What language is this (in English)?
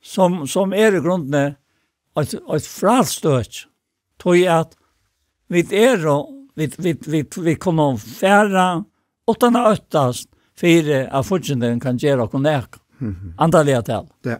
Faroese